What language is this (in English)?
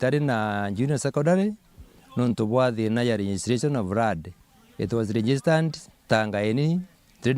Meru